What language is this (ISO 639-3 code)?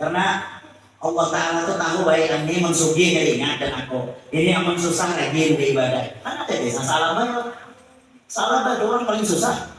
bjn